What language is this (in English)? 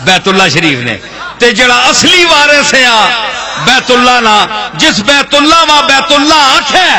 Western Panjabi